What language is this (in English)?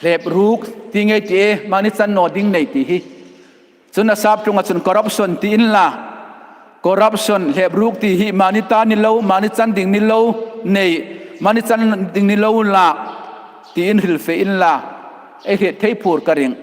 Hmar